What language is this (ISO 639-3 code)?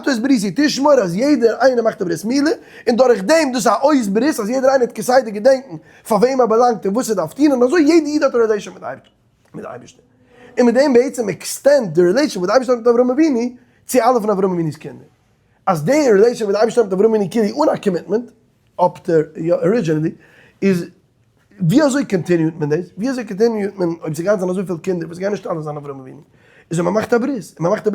yid